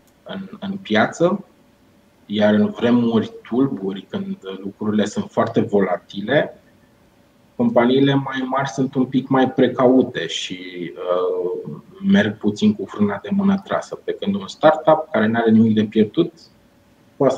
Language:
Romanian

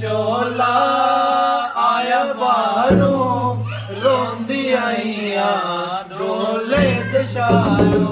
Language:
Pahari-Potwari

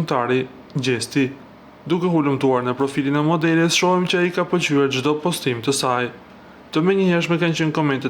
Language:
Albanian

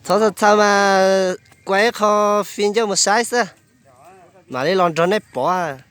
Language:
Hmong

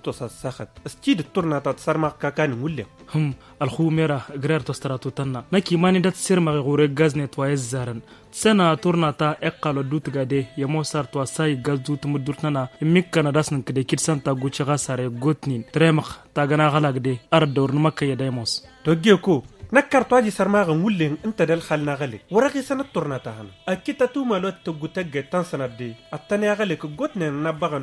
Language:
Tamasheq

